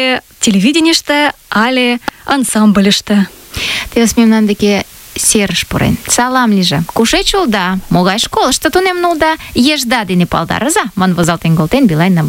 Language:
Mari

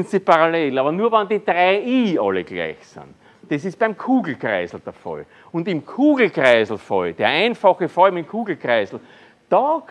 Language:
German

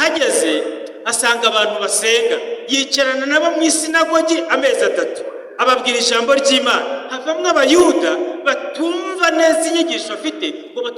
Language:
Kinyarwanda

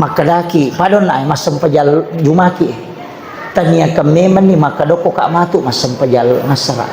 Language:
Buginese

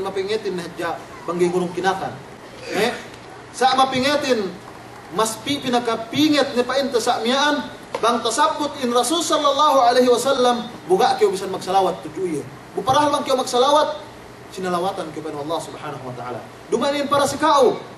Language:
Yakan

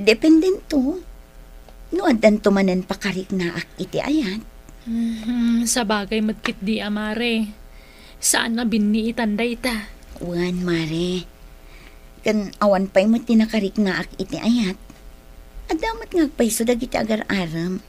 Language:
Iloko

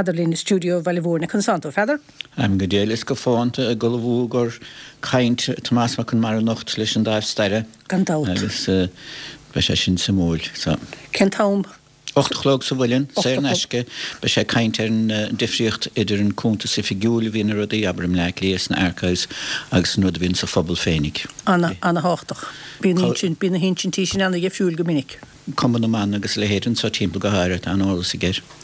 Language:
Irish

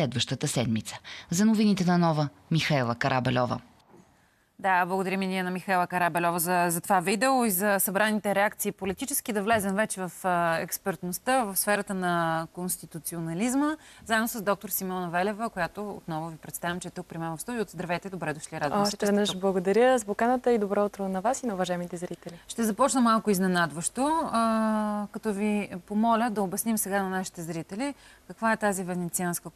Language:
Bulgarian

